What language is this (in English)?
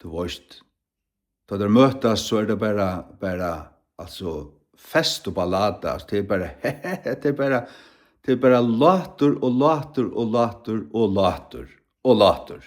Faroese